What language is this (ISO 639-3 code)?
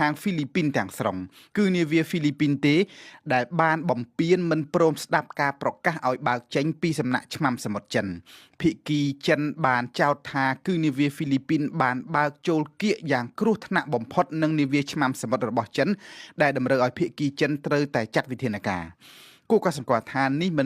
khm